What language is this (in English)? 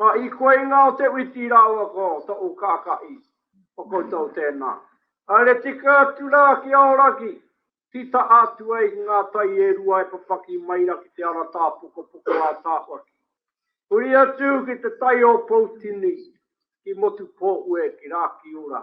Māori